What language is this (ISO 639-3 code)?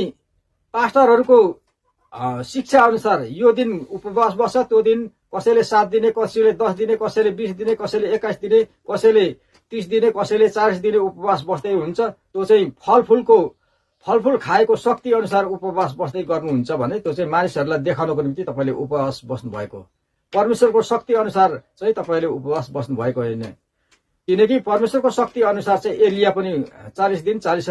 nep